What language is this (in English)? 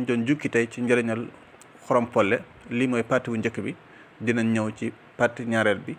Wolof